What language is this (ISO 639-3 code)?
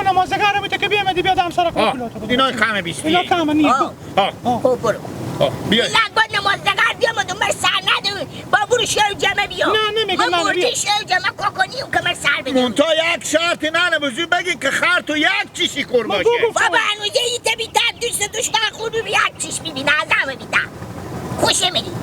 haz